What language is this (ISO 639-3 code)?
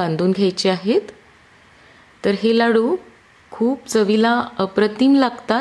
mar